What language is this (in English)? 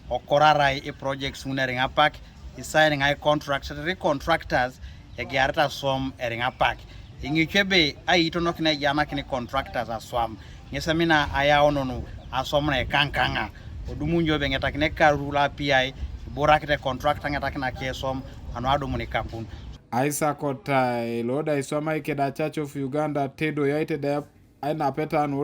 Teso